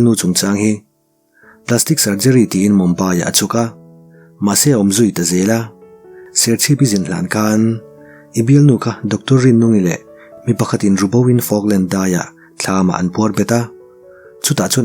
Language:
Mizo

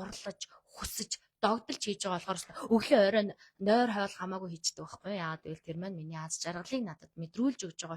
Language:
Mongolian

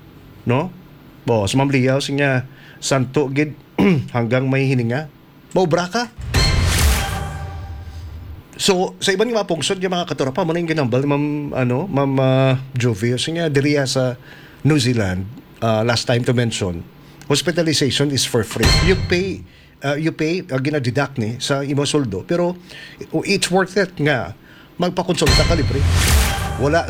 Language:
Hiligaynon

